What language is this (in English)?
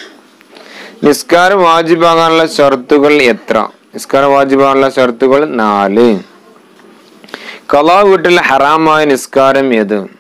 Malayalam